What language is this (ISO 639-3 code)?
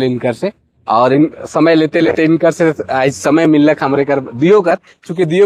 sck